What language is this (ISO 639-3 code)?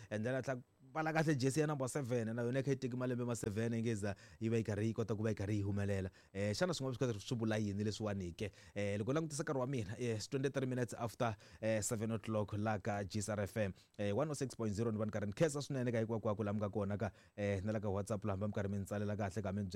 tso